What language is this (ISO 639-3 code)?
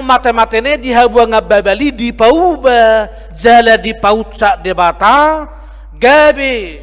bbc